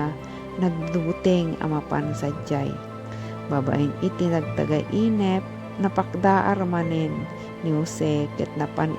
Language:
Iloko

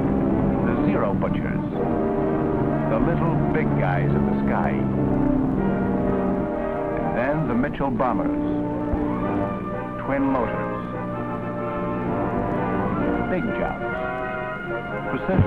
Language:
English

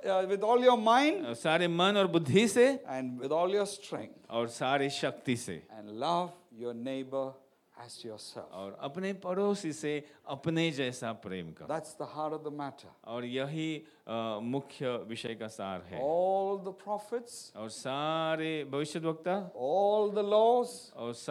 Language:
Hindi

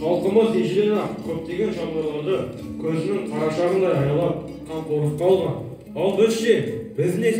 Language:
Kazakh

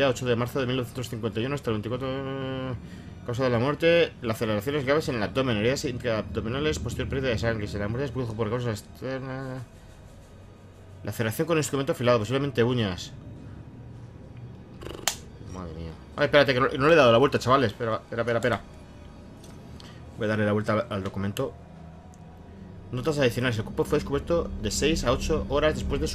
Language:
Spanish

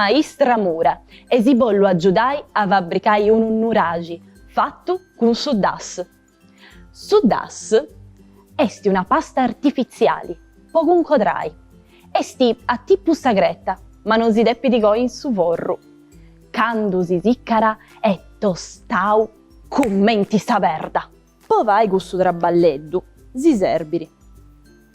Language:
Sardinian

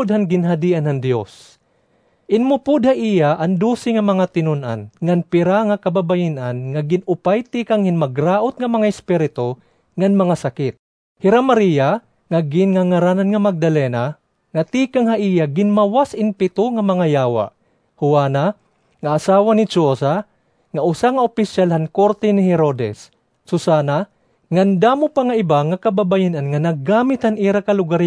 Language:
Waray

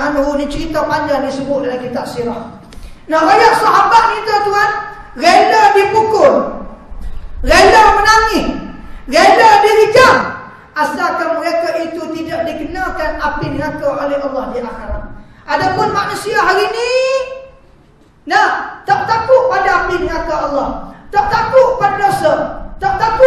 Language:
Malay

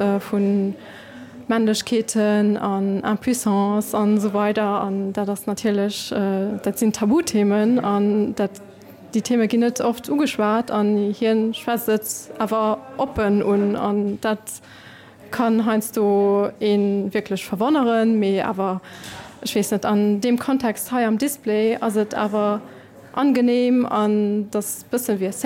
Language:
Luxembourgish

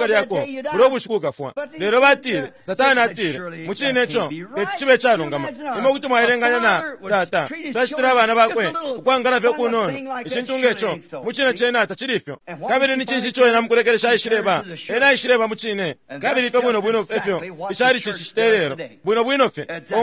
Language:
Bemba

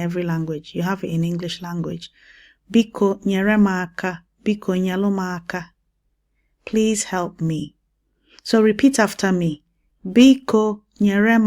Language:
Igbo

